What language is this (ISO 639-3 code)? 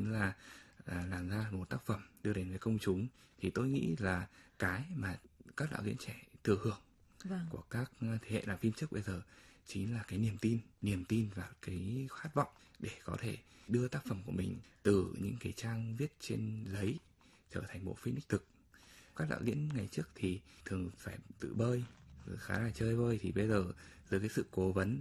vie